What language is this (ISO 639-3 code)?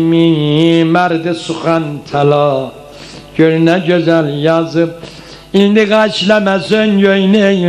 azb